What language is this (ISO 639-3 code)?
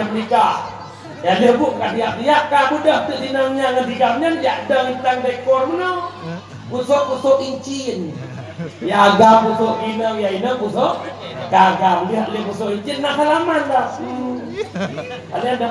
ace